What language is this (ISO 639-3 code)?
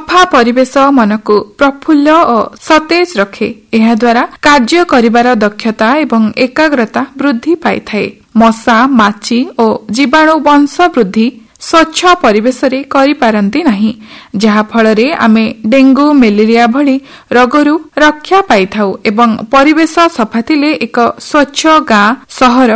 ori